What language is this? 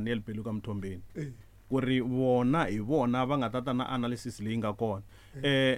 Tsonga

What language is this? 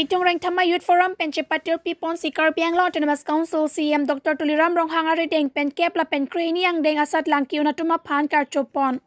Karbi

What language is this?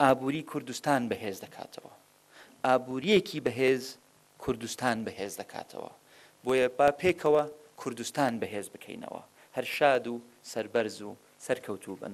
Central Kurdish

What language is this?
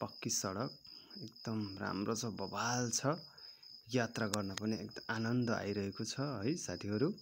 Nepali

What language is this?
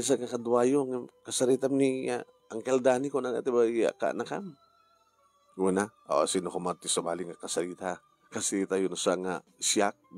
Iloko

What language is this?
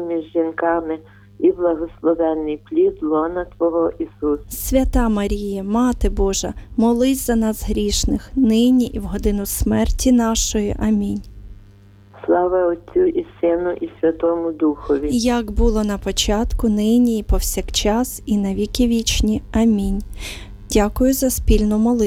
Ukrainian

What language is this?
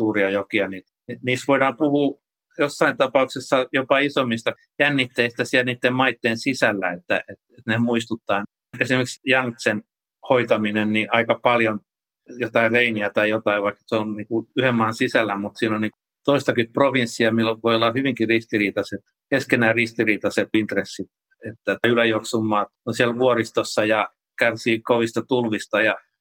Finnish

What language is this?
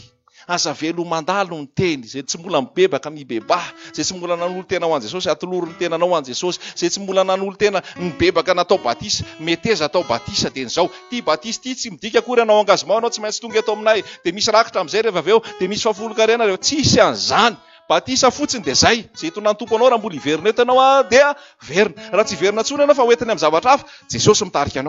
Malagasy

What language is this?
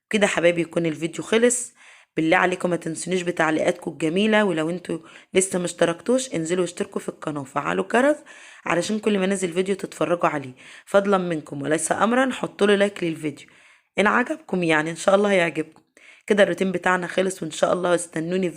Egyptian Arabic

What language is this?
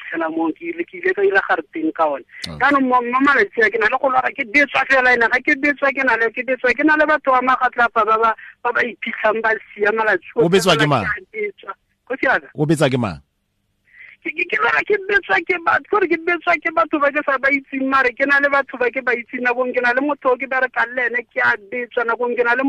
Tswana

